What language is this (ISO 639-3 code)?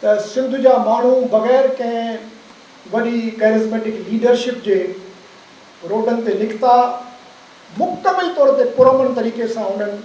snd